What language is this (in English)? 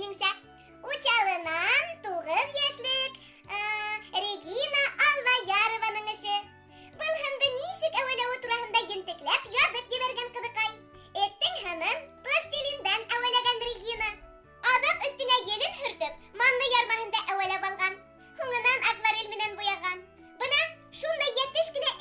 Bashkir